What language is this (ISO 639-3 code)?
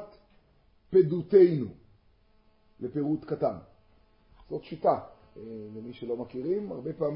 heb